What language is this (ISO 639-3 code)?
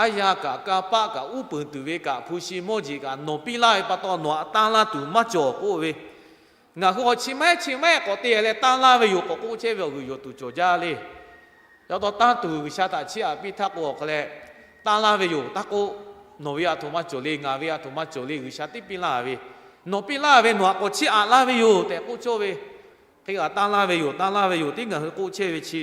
lhu